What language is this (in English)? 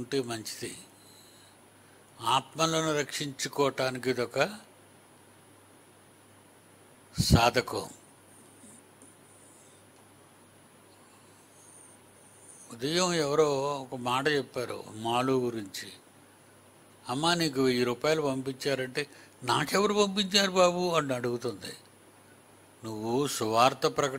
Telugu